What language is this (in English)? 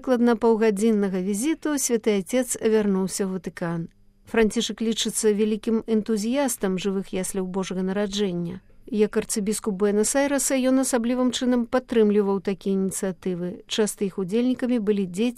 Belarusian